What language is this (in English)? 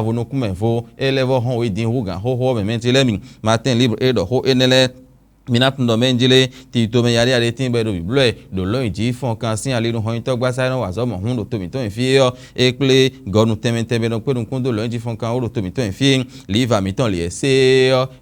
Fon